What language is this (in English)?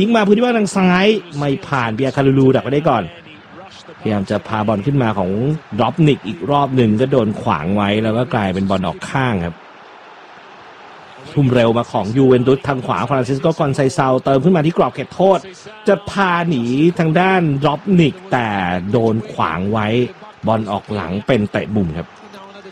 Thai